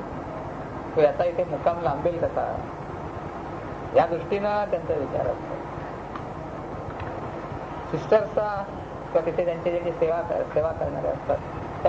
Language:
Marathi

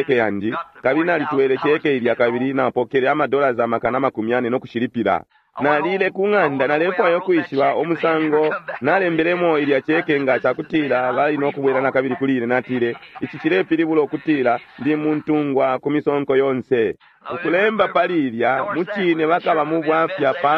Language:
Bemba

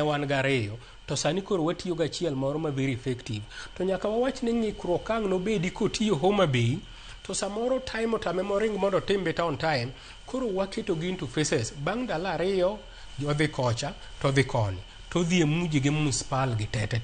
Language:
Luo (Kenya and Tanzania)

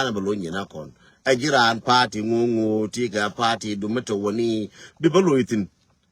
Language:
Nuer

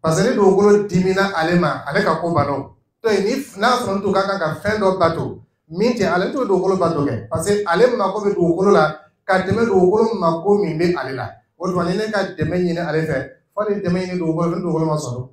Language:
Dyula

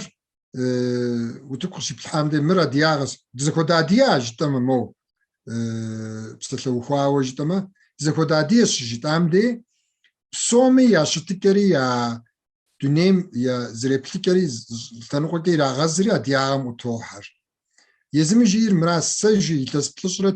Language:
Kabardian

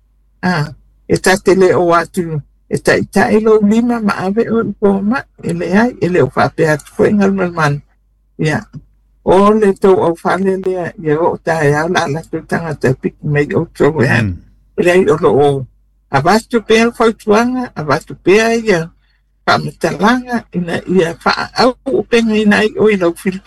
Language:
Samoan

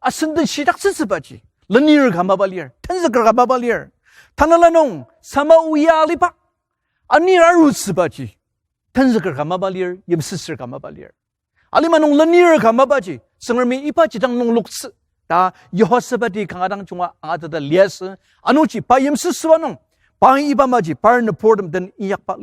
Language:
Ao Naga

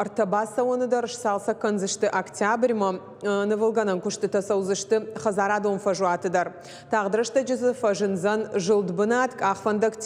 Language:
Ossetic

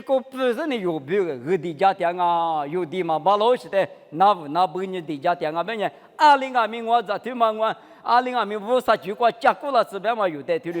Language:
Lisu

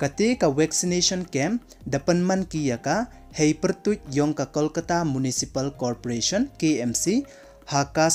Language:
Pnar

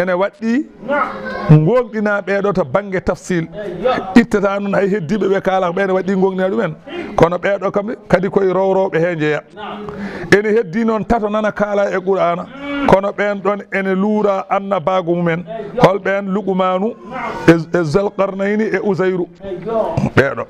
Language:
Fula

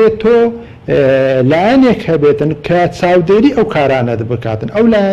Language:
Central Kurdish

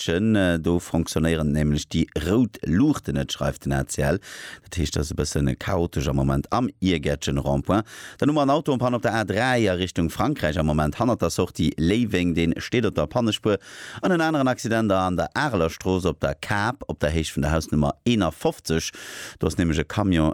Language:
Luxembourgish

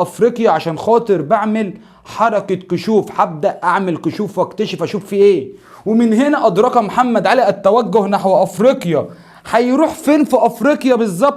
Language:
Egyptian Arabic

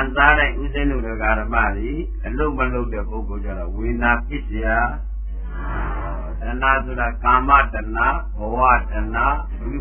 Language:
Burmese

